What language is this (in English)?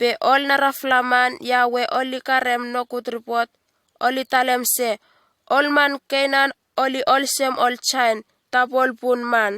Bislama